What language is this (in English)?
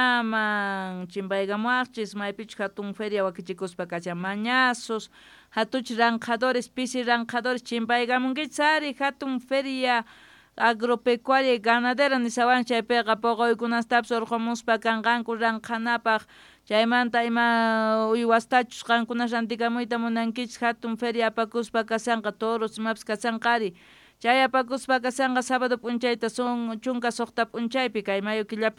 South Bolivian Quechua